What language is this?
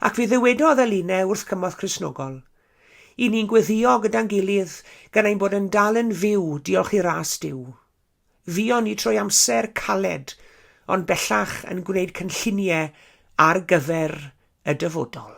Welsh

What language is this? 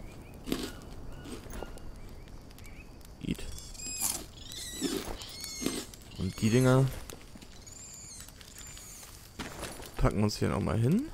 German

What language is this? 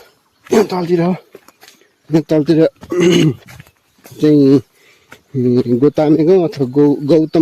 Nepali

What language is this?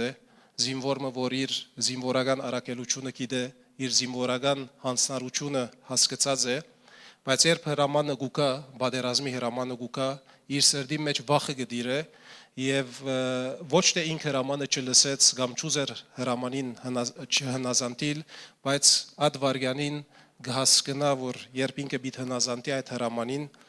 Western Armenian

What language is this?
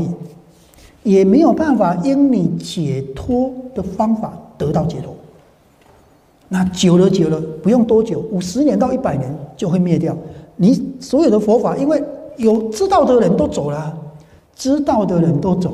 Chinese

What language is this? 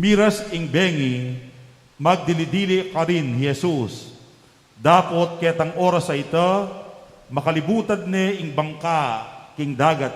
Pampanga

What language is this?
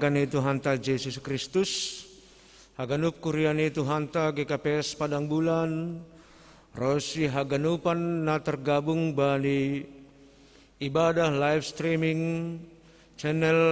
Batak Simalungun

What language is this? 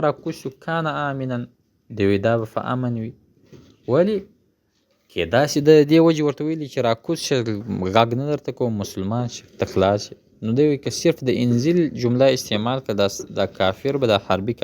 Pashto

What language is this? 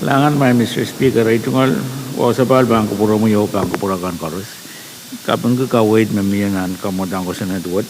Pohnpeian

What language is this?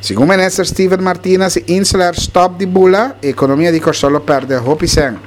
Papiamento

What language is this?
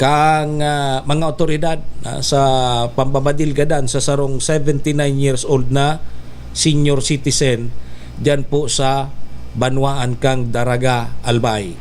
Bikol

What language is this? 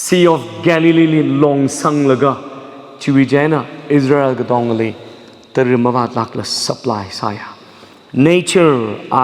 Tangkhul Naga (India)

